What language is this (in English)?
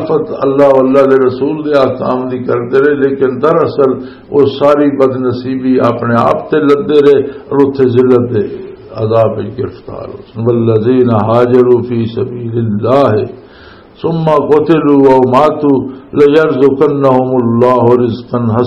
Western Panjabi